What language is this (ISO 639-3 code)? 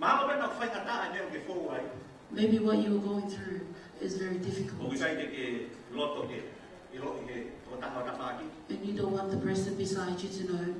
ton